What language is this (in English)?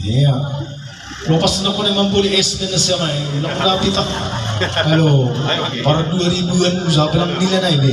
Batak Simalungun